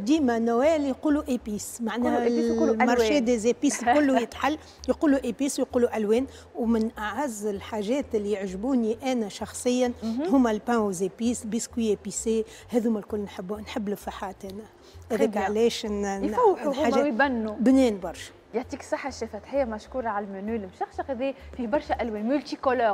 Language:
Tunisian Arabic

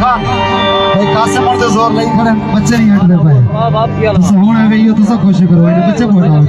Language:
Saraiki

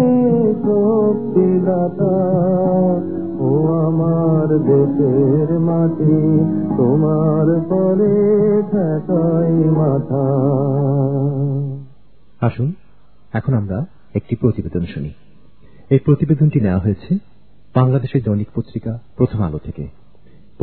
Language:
Bangla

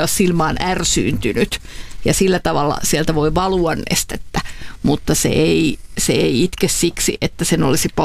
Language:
Finnish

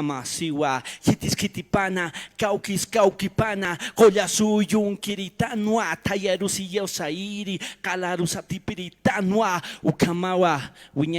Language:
Aymara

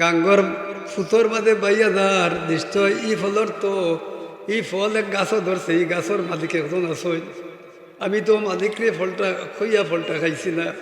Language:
Sylheti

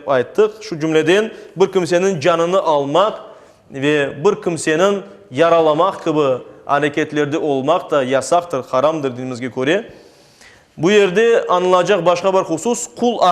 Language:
Crimean Tatar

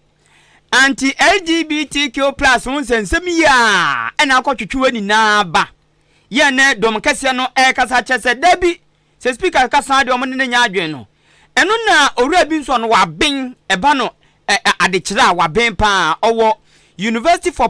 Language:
Akan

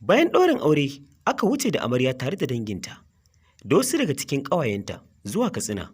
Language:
Hausa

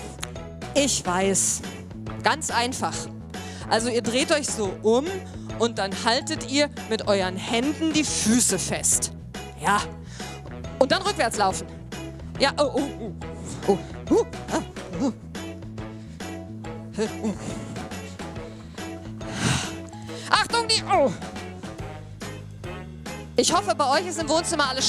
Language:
German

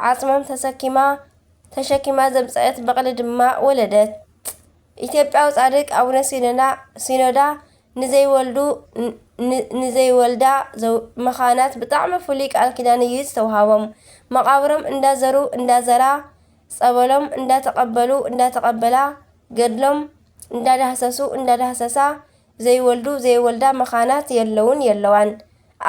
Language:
Tigrinya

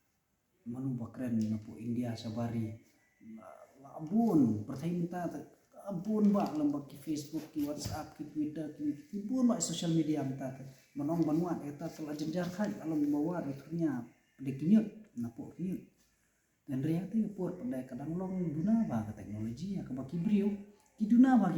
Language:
Khasi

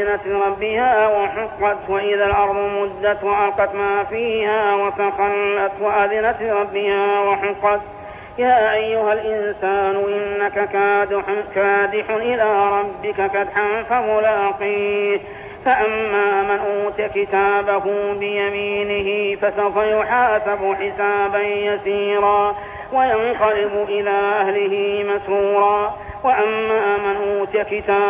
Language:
Arabic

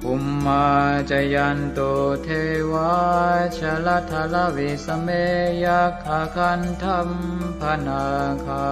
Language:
Pali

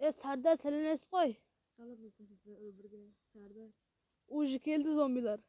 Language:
Kara-Kalpak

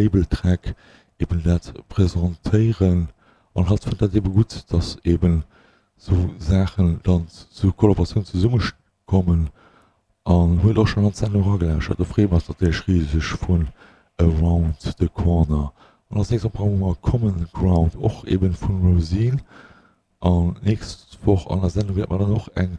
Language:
Luxembourgish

